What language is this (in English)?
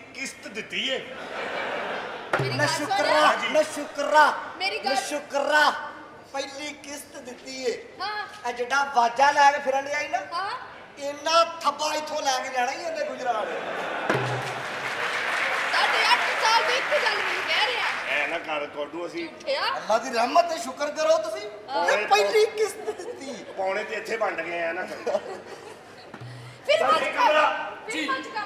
Punjabi